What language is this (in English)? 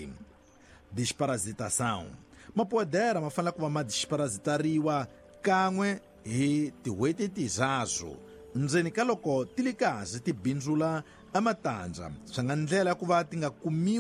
Tsonga